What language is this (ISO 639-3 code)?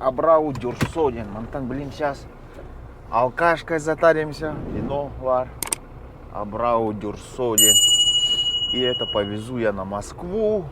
sah